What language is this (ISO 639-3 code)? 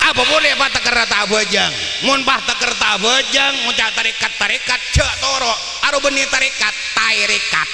mad